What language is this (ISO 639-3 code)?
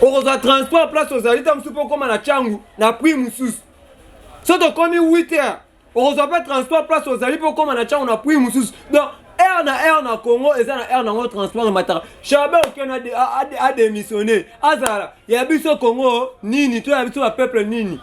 lin